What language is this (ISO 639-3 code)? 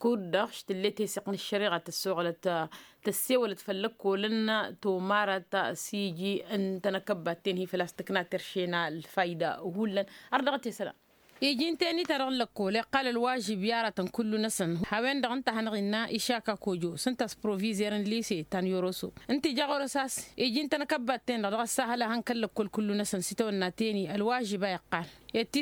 taq